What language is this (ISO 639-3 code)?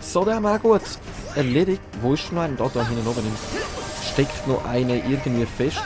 gsw